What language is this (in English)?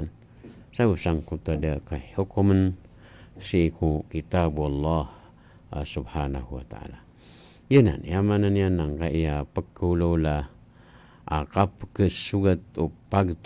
Maranao